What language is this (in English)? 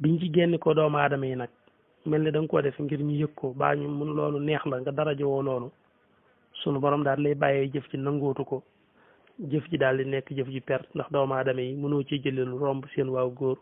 Wolof